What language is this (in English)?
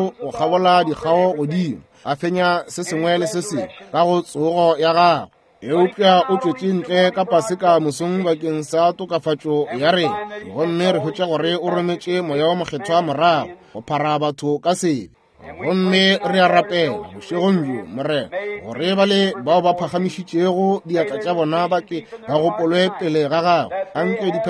Northern Sotho